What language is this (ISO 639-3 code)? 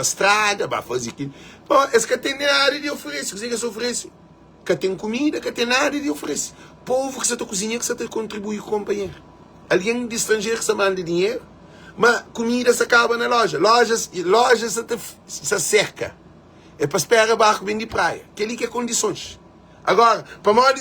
kea